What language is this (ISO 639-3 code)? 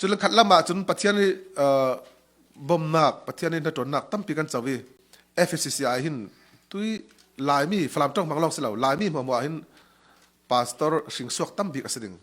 cfm